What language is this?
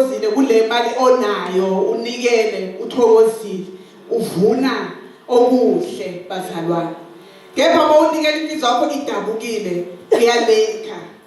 Zulu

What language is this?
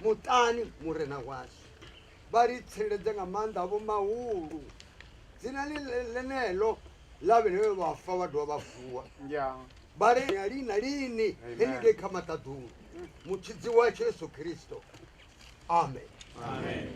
Venda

